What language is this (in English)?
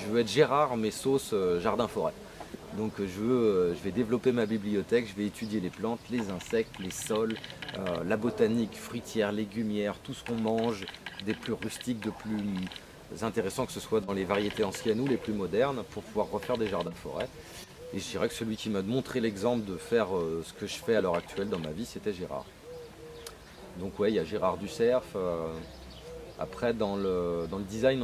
French